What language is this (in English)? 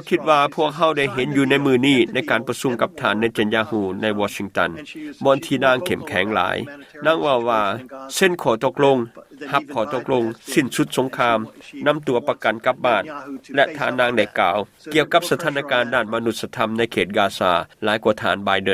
Lao